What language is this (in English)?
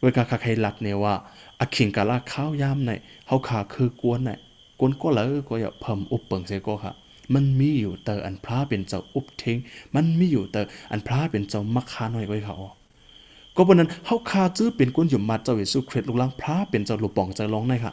Shan